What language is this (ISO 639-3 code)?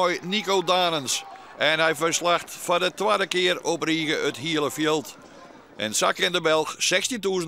fry